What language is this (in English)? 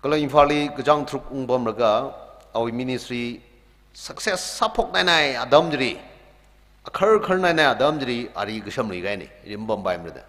Tangkhul Naga (India)